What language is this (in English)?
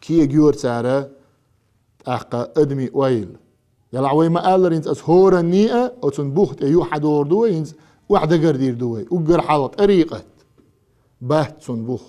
Chechen